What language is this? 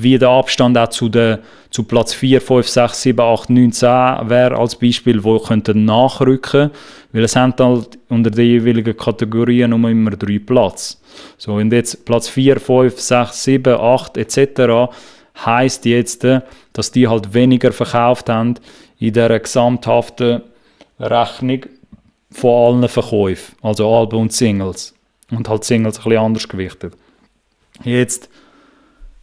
Swiss German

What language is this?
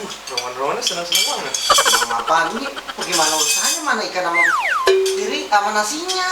Betawi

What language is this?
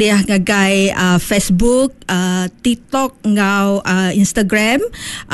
Iban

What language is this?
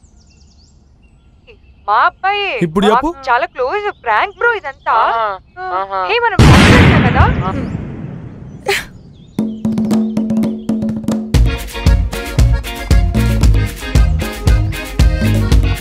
Telugu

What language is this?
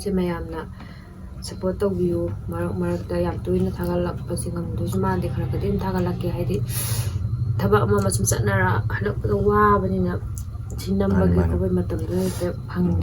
Manipuri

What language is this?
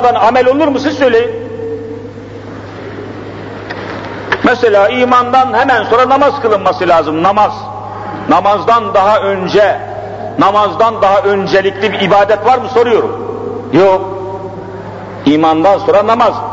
Turkish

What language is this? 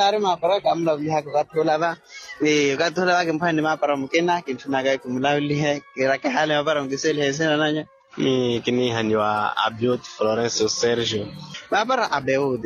Makhuwa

